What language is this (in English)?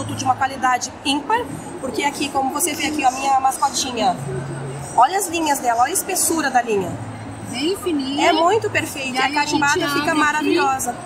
Portuguese